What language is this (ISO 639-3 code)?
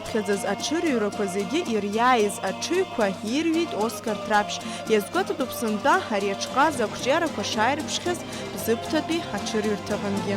abk